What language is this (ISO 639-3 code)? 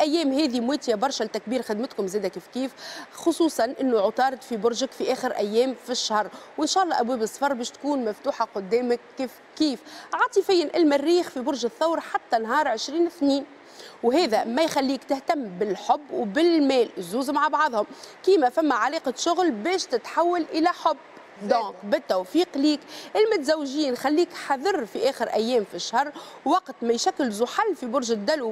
aeb